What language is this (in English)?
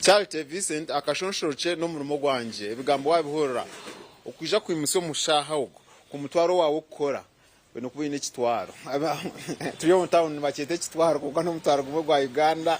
Nyankole